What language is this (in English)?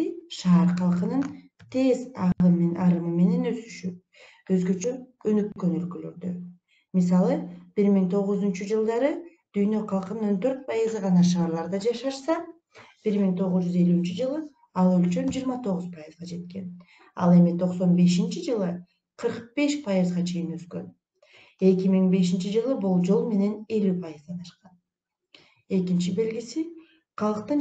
Kyrgyz